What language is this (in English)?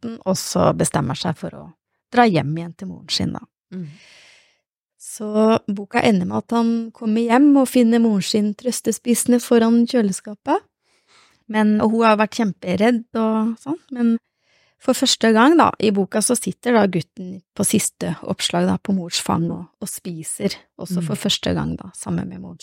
Norwegian